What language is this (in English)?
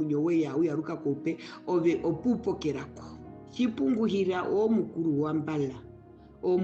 Herero